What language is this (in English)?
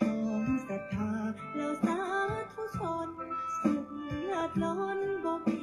Pali